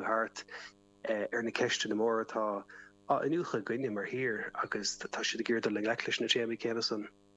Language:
Irish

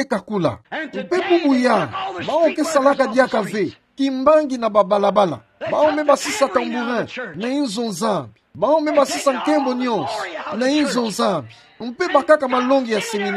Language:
Kituba (Democratic Republic of Congo)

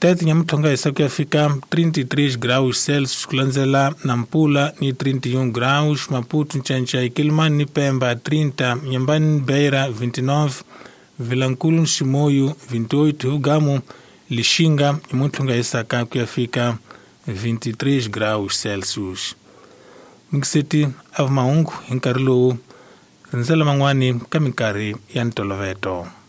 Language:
Tsonga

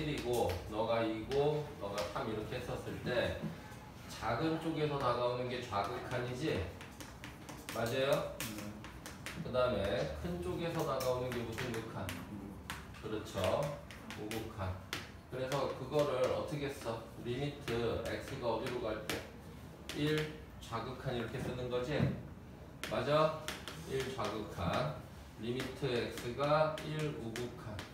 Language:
Korean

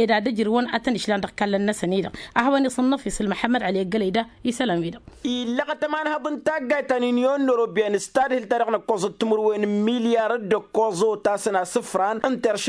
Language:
Tamasheq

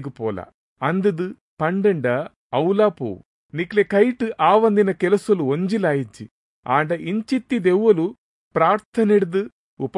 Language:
Tulu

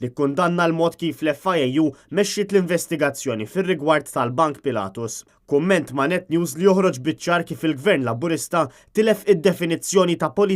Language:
Maltese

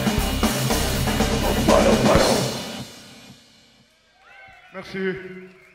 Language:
English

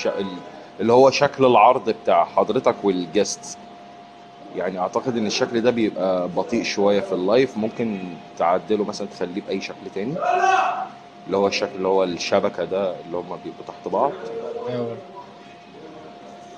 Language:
Egyptian Arabic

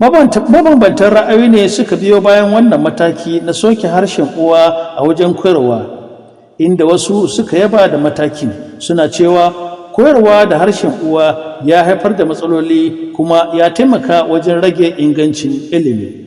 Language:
Hausa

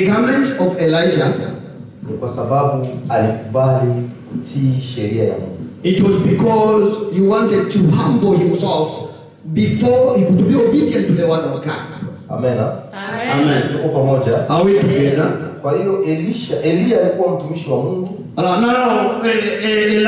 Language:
Swahili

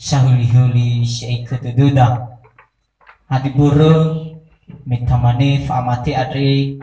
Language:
Nias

